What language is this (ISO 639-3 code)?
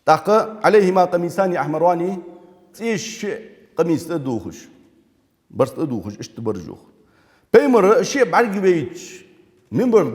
inh